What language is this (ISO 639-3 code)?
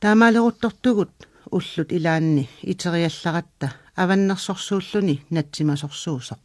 kal